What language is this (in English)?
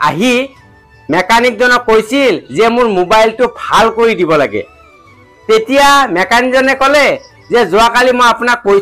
Assamese